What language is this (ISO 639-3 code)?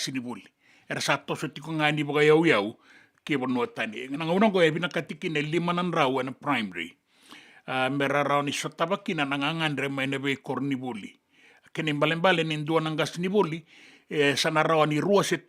fij